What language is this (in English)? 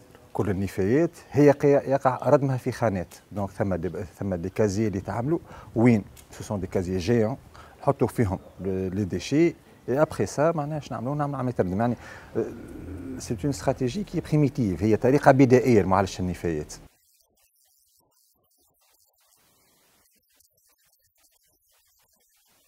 Tunisian Arabic